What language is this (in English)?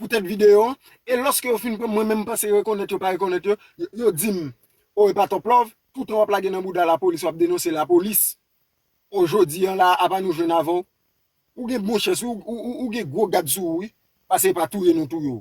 Haitian Creole